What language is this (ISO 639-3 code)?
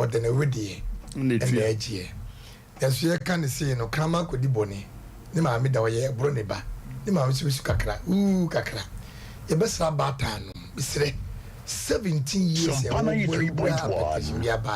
aka